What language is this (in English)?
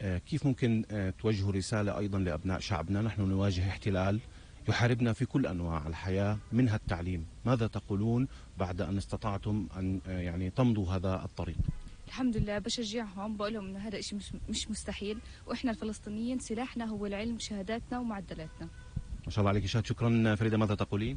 North Levantine Arabic